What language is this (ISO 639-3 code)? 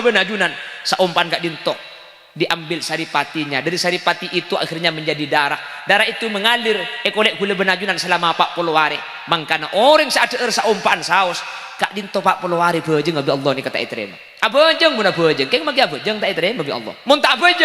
mad